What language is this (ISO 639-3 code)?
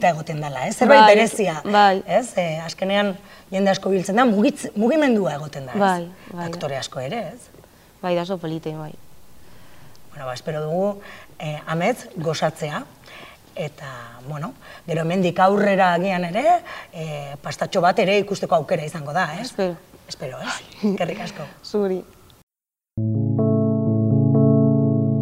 eus